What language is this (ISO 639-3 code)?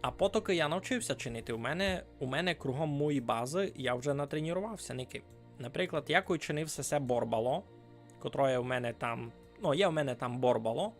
rue